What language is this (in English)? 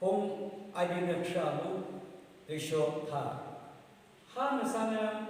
Yimchungru Naga